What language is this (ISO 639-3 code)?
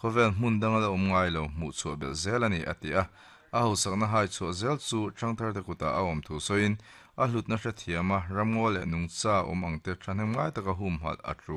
lus